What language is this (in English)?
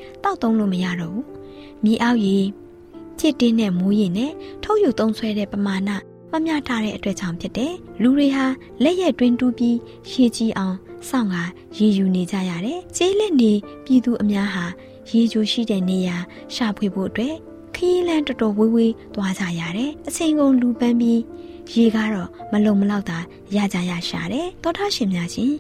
Burmese